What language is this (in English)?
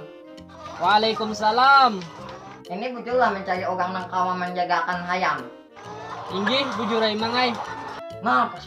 Banjar